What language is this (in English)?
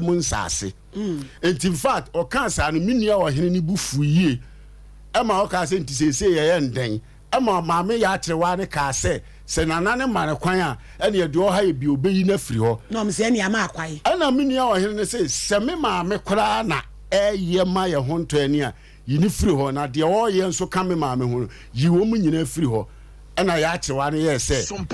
Akan